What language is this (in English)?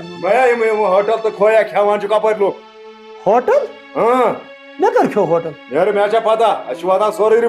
Kashmiri